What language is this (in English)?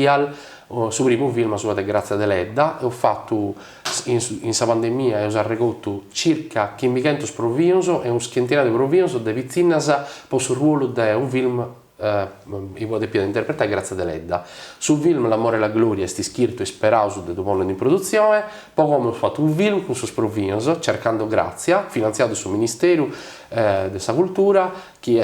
Sardinian